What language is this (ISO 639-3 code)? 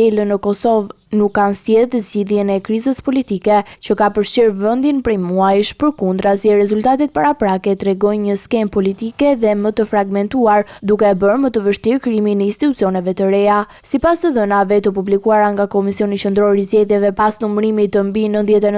sqi